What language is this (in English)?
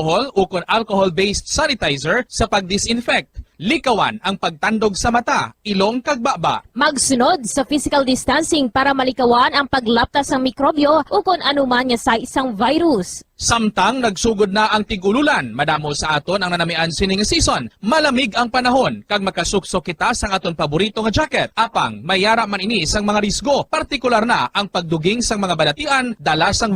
Hiligaynon